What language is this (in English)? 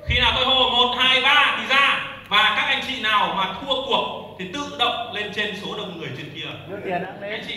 Vietnamese